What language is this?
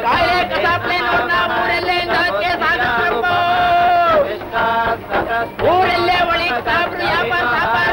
Kannada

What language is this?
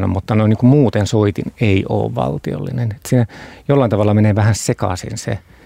Finnish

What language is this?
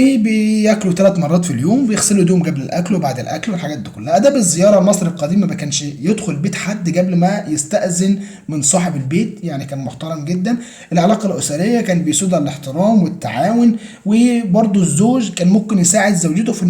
Egyptian Arabic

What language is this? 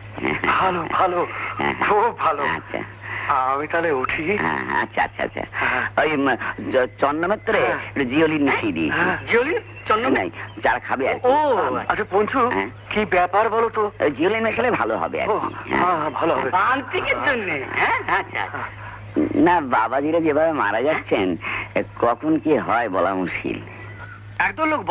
Bangla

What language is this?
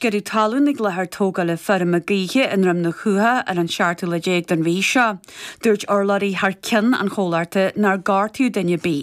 Irish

